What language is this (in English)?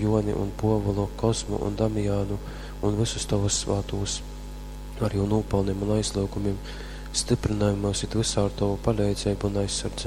Latgalian